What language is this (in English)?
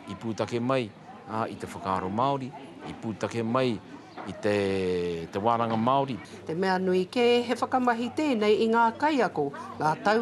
Māori